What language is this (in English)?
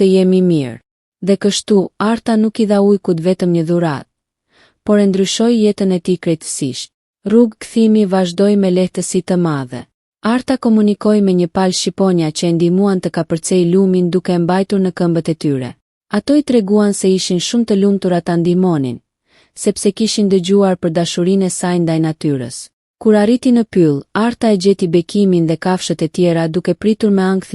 Albanian